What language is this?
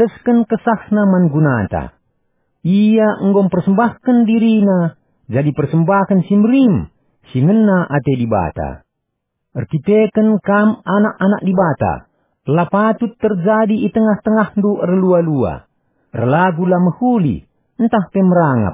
Batak Karo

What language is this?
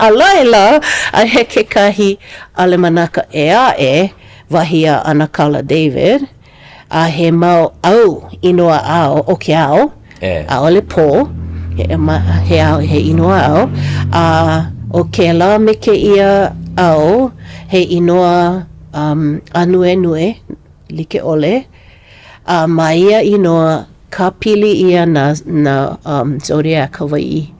Hawaiian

